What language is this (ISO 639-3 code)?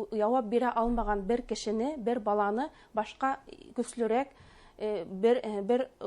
bak